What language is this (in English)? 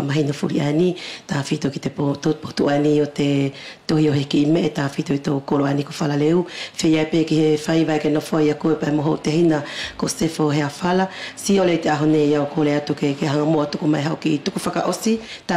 Wallisian